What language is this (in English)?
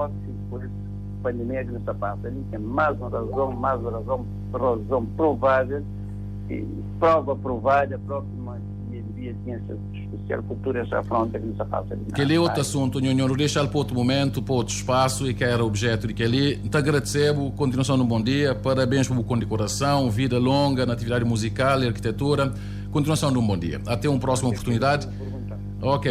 Kabuverdianu